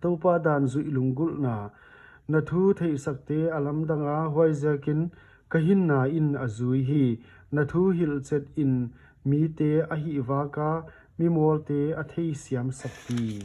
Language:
Paite Chin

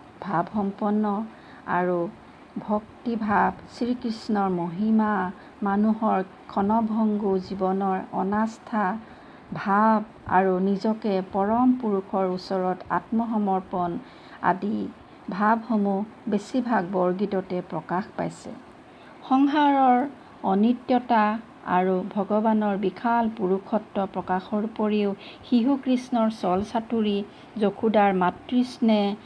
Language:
Assamese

